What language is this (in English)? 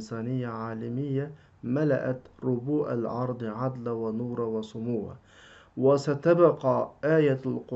Uyghur